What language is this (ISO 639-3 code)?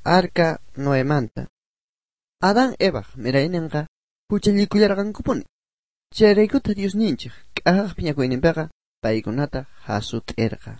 quh